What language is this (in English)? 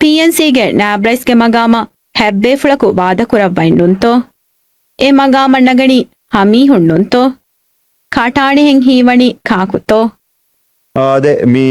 Divehi